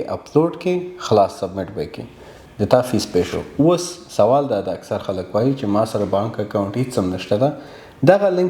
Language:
Pashto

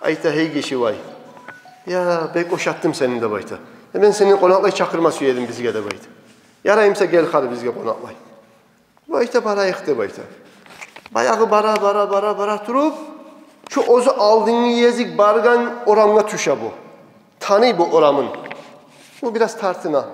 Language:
Kumyk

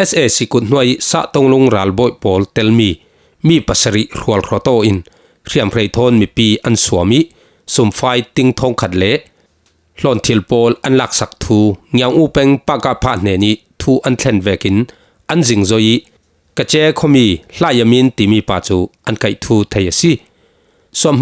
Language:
Falam Chin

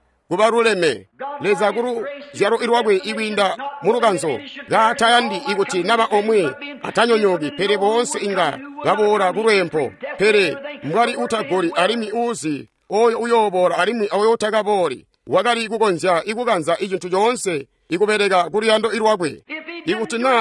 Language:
Tonga (Zambia)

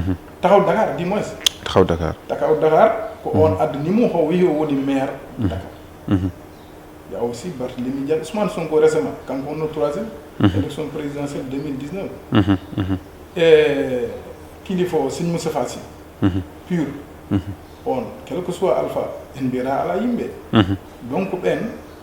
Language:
Fula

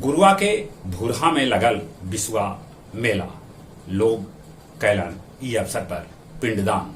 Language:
Magahi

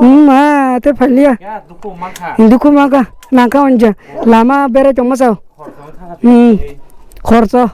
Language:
Kok Borok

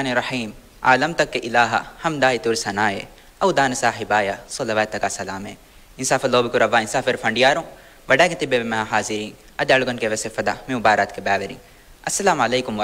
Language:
Divehi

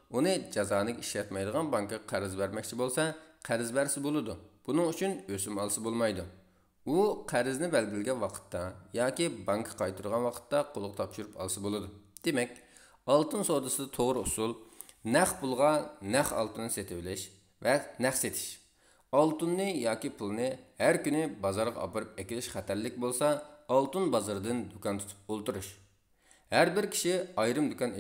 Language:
Uyghur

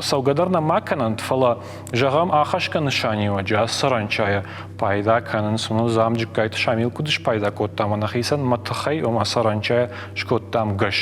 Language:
Ossetic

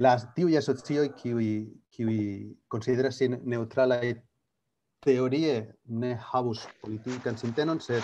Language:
Esperanto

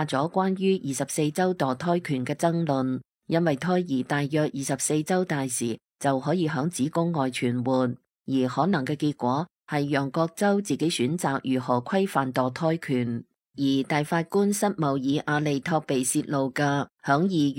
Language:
Cantonese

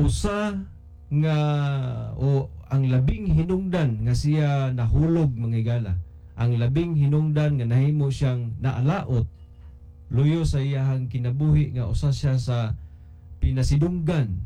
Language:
Cebuano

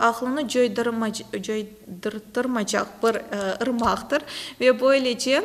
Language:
Crimean Tatar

